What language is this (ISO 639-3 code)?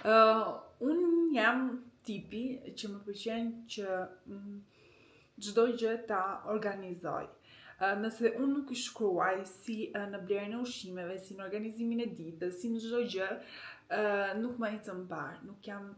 sqi